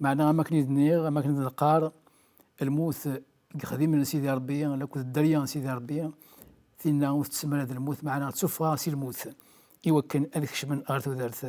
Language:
Kabyle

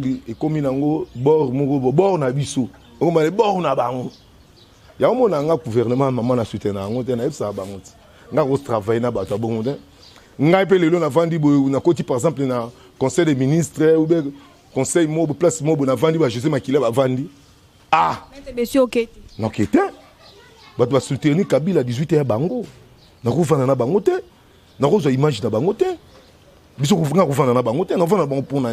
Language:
Lingala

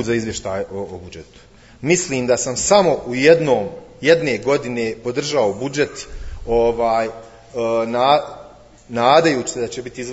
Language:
Bosnian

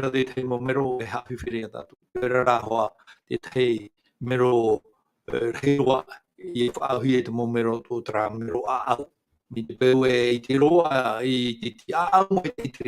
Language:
Tahitian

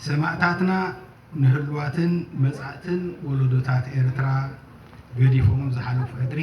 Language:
Tigrinya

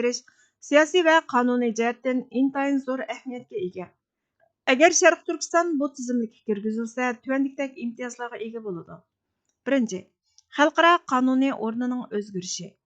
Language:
Uyghur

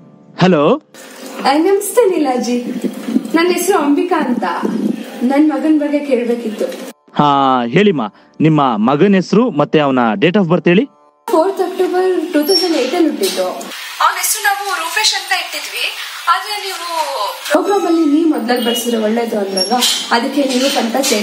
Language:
Kannada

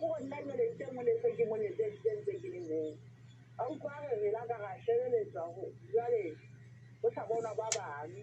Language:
Southern Sotho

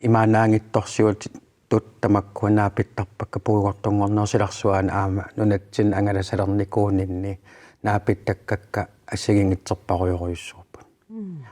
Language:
Kalaallisut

